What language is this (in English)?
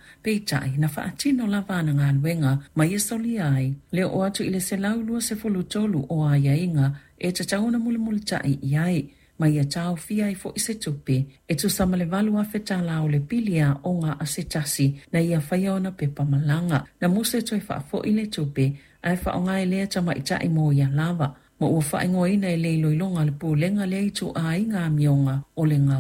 Samoan